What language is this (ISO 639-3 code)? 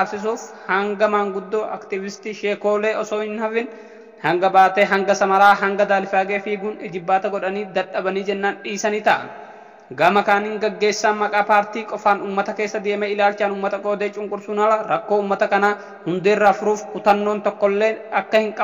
orm